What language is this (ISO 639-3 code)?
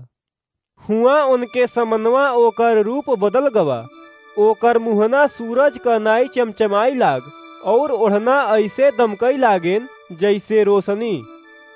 awa